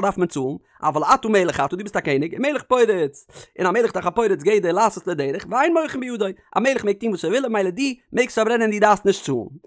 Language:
Yiddish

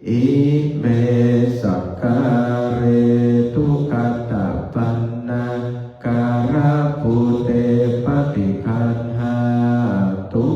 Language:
Pali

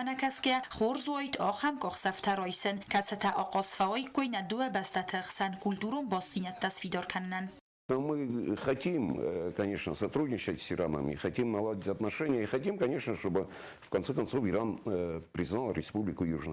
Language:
Ossetic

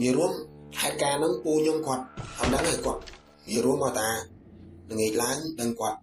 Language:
Khmer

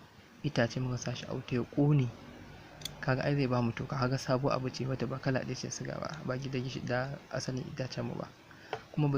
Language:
Hausa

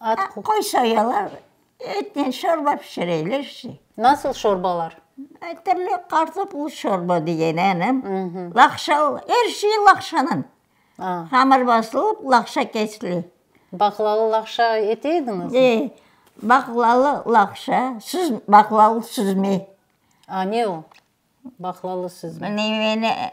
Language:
Crimean Tatar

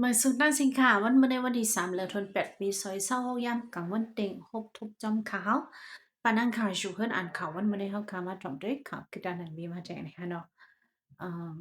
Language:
Shan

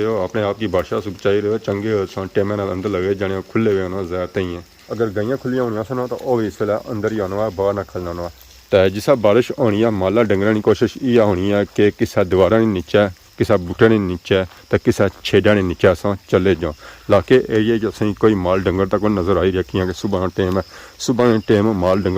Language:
Pahari-Potwari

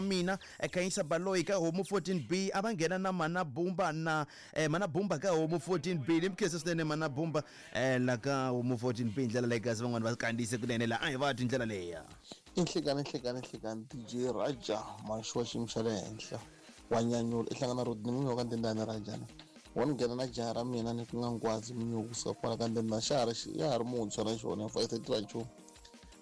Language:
Tsonga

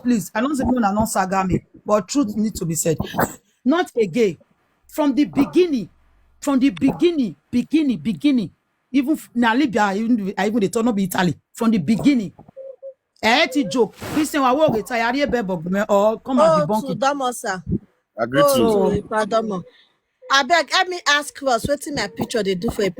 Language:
Nigerian Pidgin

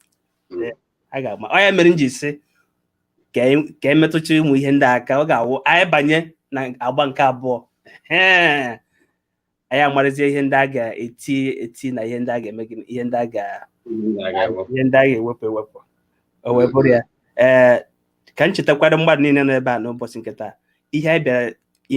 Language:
Igbo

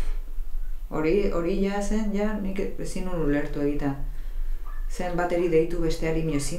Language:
Basque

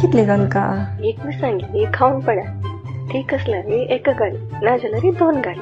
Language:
Konkani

